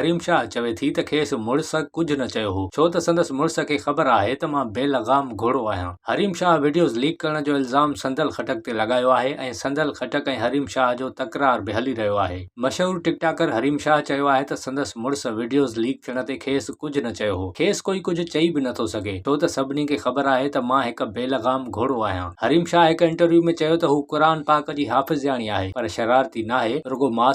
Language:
Sindhi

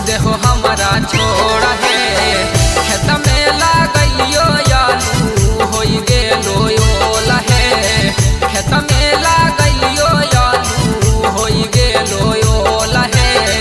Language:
Magahi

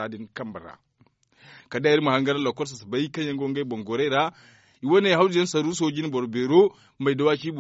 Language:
Zarma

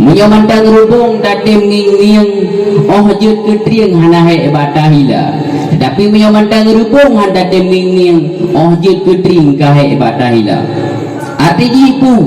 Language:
Achinese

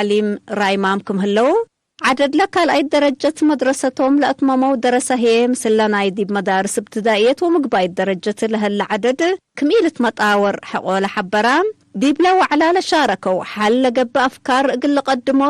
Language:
Tigre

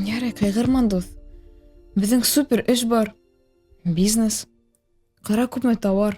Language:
Bashkir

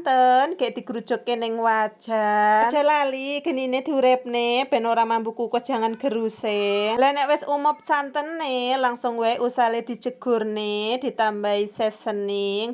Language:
Javanese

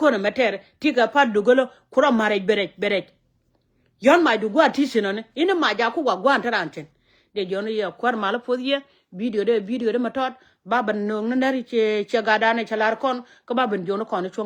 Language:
Nuer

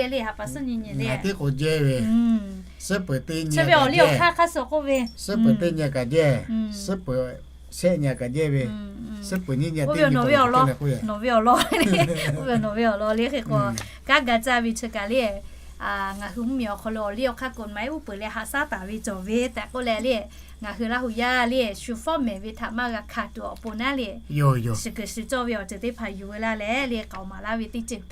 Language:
Lahu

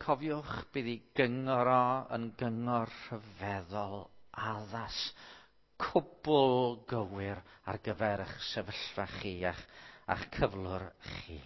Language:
Welsh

